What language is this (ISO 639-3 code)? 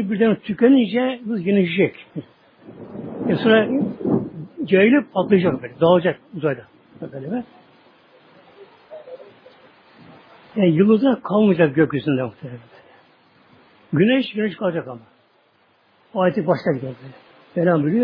tur